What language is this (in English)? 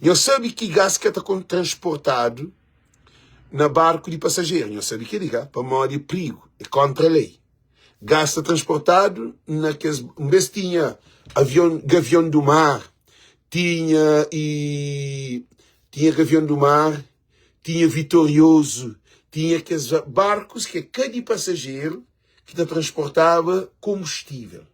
Kabuverdianu